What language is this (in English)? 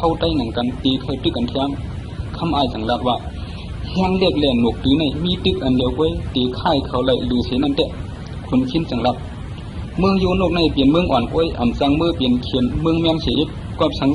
Shan